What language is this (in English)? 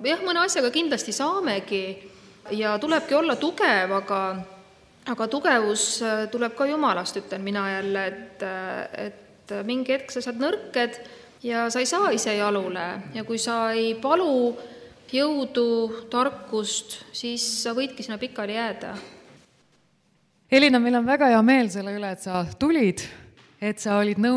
Estonian